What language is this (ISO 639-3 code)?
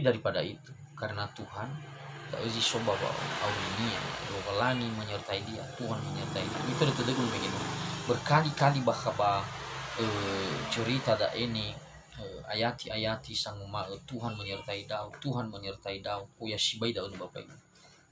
nia